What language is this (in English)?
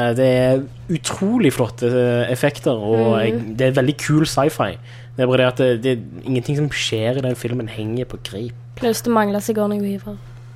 Norwegian